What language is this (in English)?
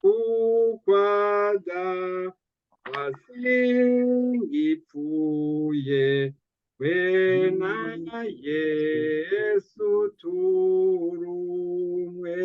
Rundi